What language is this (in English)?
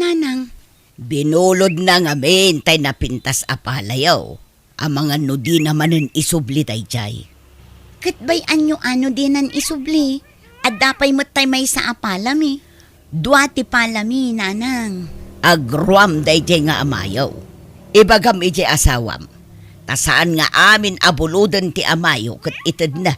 Iloko